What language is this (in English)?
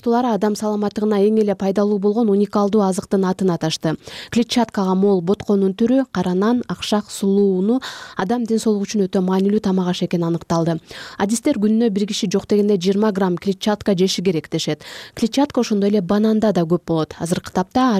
Kyrgyz